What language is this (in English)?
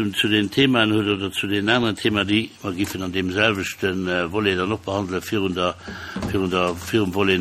Luxembourgish